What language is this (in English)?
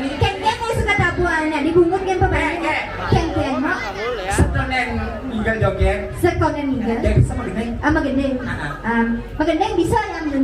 Balinese